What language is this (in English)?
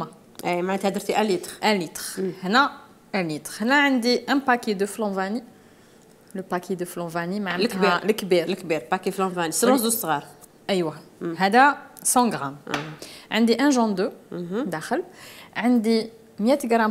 Algerian Arabic